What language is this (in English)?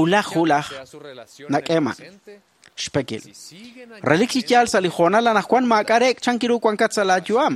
Kekchí